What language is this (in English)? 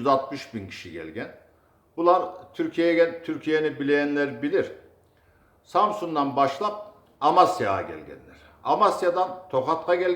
Kumyk